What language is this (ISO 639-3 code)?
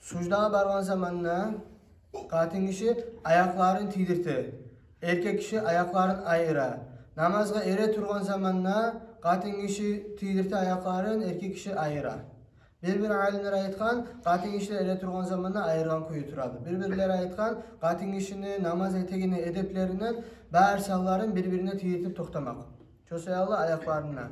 kum